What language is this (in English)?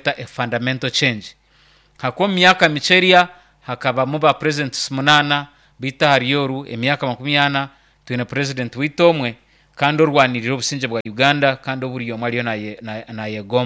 Nyankole